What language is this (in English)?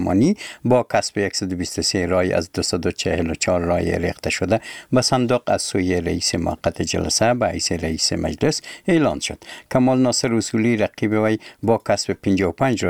Persian